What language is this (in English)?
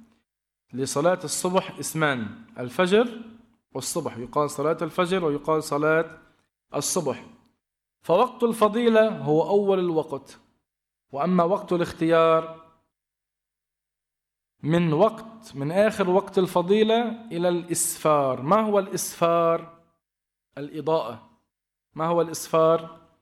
Arabic